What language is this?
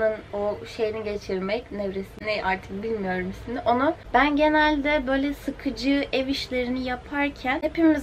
Turkish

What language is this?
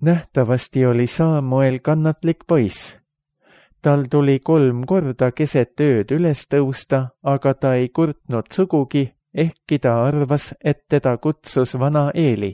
Estonian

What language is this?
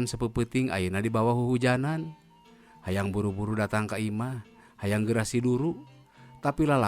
Sundanese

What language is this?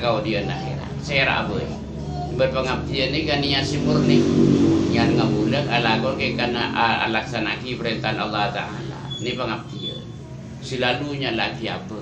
Madurese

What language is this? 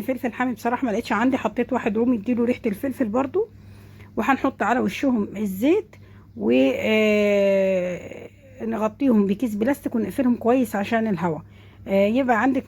Egyptian Arabic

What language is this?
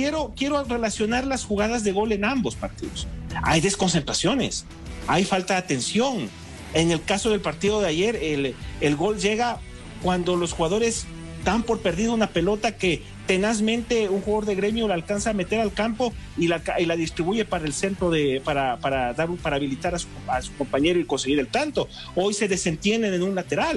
Spanish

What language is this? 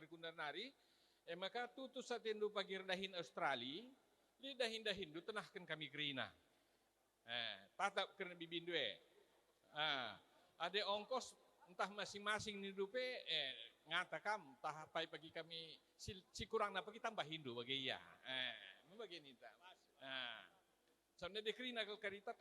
Batak Karo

